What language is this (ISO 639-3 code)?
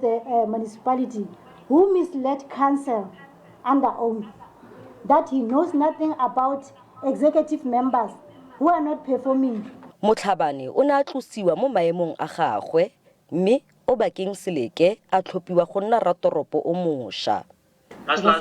tsn